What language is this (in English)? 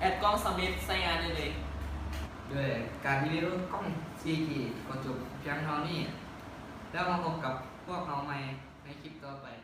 Lao